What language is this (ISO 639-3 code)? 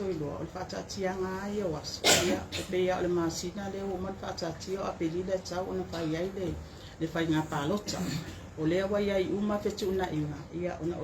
smo